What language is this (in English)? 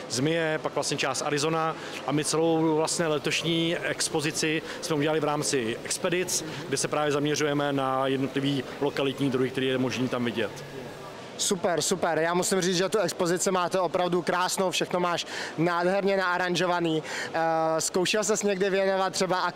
Czech